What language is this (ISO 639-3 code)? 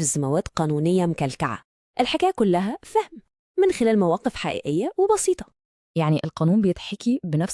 arz